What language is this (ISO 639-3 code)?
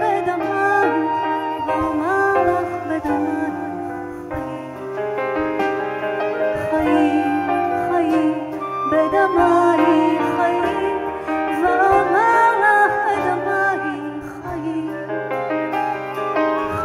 heb